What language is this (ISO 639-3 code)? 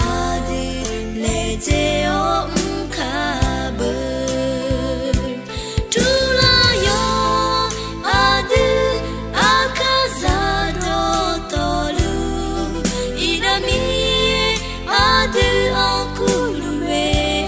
ahk